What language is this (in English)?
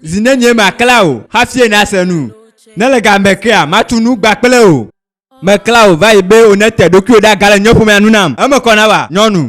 Ewe